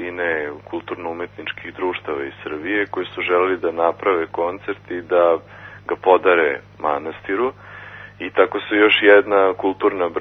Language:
Serbian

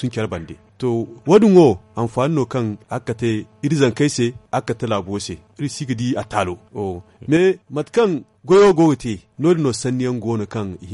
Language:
Zarma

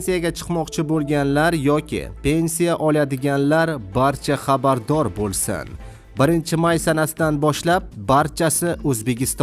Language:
Uzbek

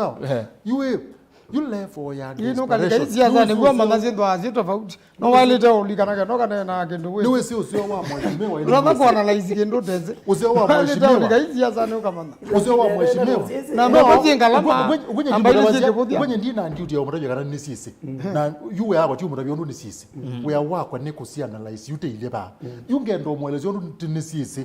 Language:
Kamba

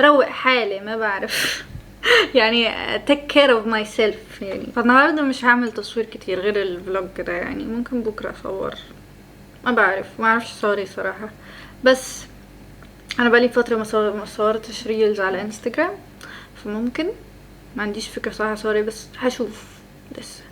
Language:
Egyptian Arabic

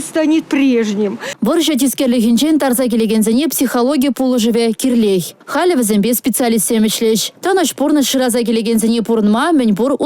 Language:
Chuvash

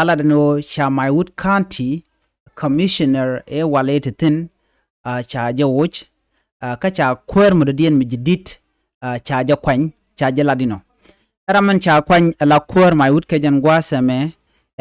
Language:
Nuer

